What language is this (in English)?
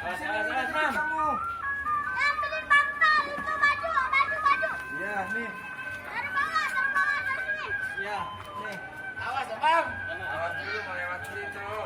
Betawi